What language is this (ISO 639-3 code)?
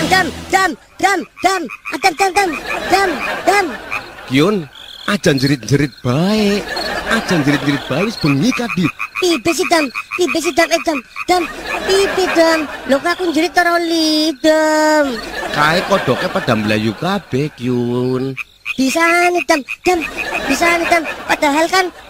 jav